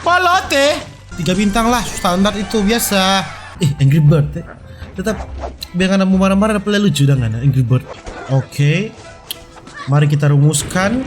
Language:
Manado Malay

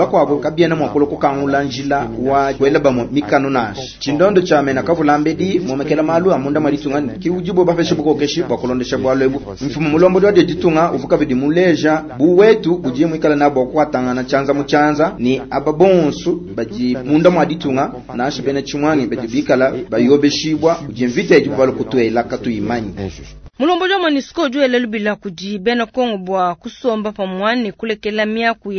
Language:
Luba-Lulua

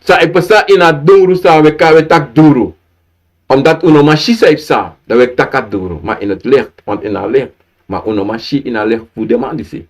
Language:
Sranan Tongo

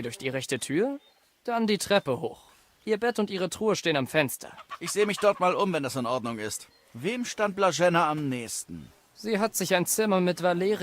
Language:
Bavarian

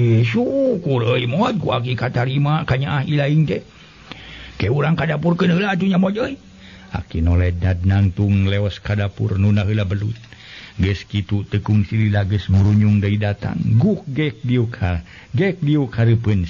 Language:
Sundanese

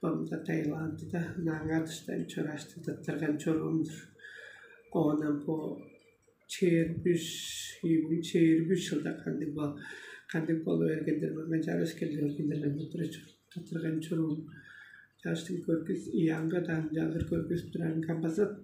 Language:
Tuvinian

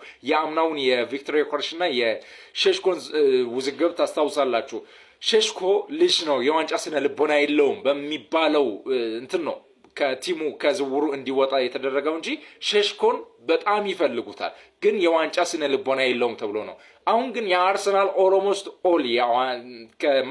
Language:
Amharic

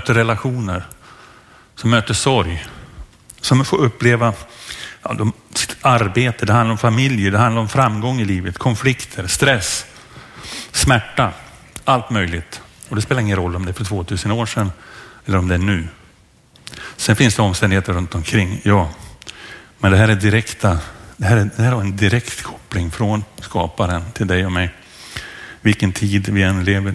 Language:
Swedish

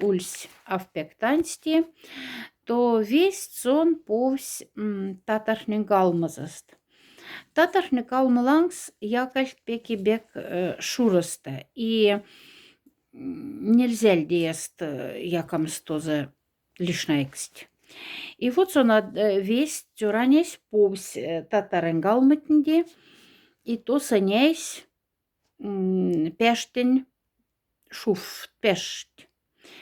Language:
Moksha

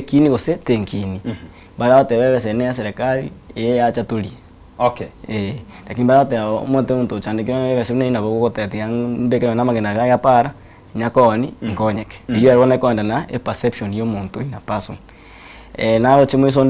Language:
Gusii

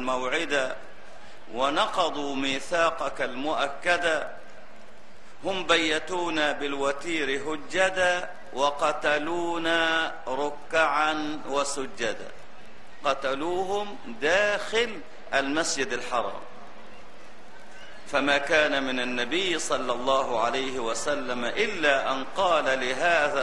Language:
Arabic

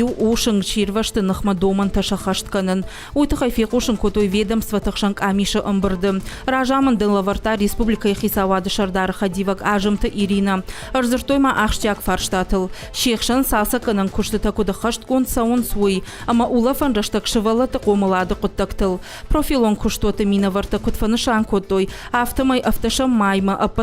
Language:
Ossetic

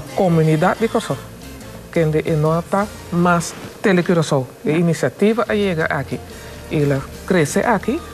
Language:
Papiamento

